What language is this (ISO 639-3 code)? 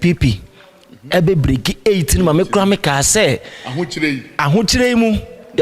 aka